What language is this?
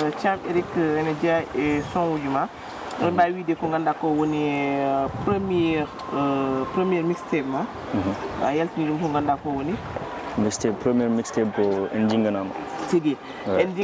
Fula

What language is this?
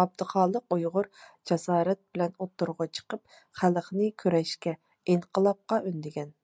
Uyghur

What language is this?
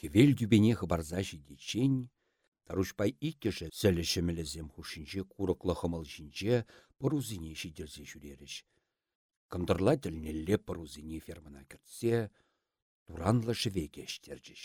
Chuvash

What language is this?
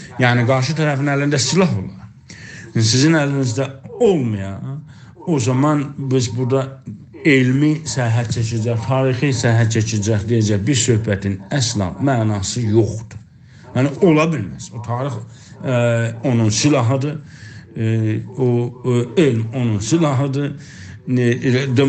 South Azerbaijani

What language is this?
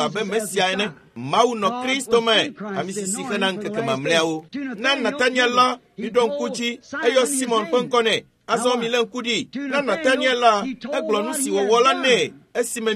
Ewe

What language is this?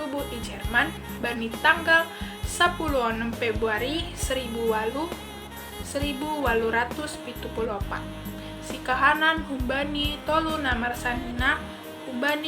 Batak Simalungun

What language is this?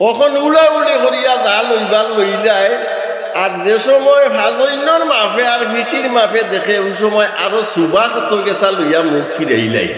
Sylheti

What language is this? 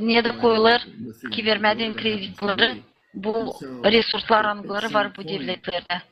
Gagauz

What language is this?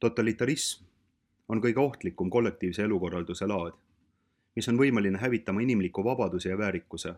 Estonian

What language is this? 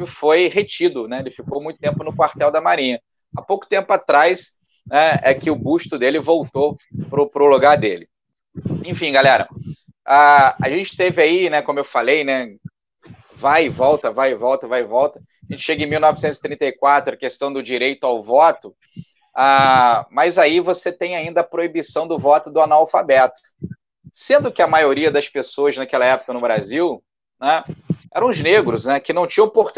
Portuguese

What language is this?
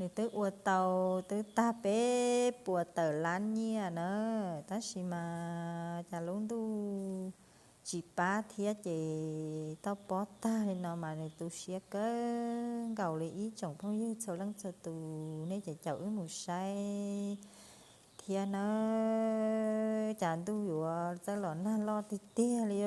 Hmong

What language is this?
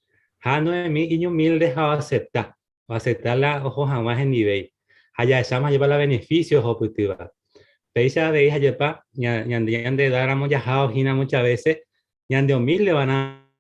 Guarani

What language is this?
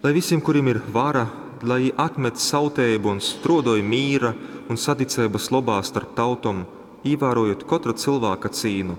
Latgalian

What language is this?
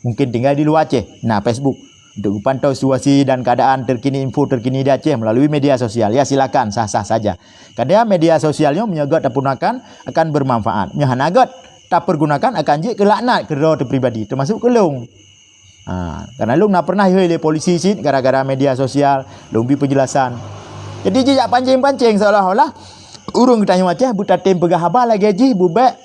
Achinese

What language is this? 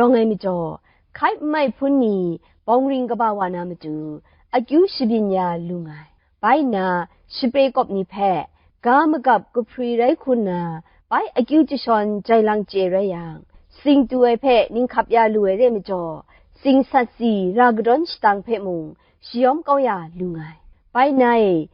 Kachin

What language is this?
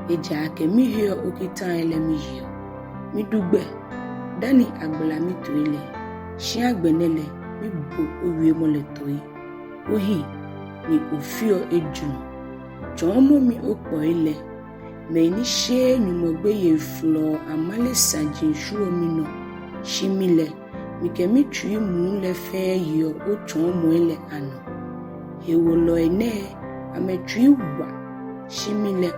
Ga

